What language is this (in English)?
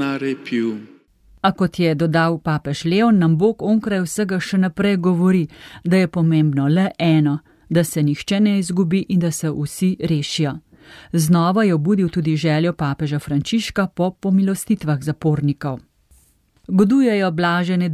Slovenian